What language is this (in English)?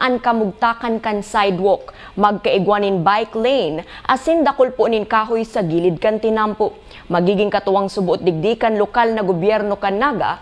Bikol